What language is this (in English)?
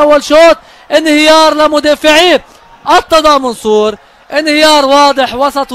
North Levantine Arabic